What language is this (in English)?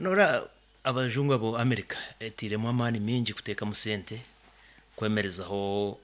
Nyankole